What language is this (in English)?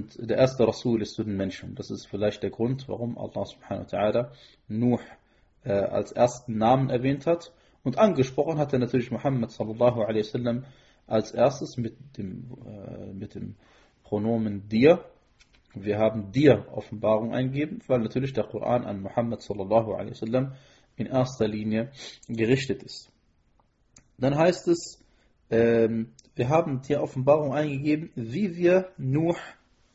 German